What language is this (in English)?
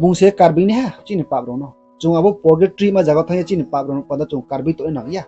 Riang (India)